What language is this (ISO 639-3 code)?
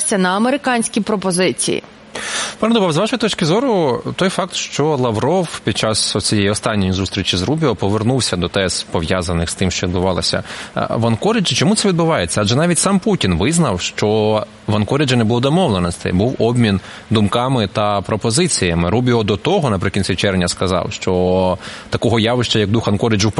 ukr